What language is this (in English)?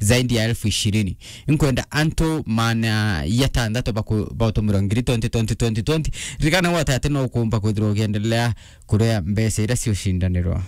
Meru